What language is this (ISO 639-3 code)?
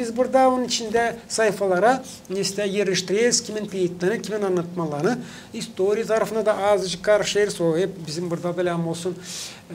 gag